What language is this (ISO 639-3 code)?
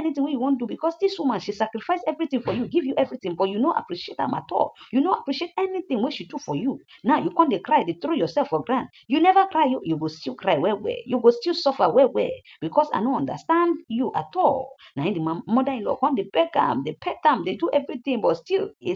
pcm